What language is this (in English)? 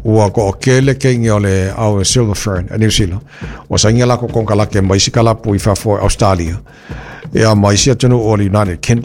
Samoan